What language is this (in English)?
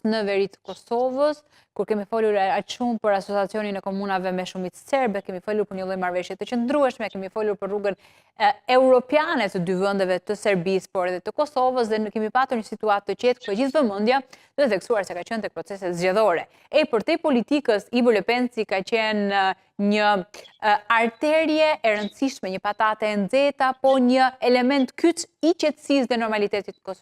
Albanian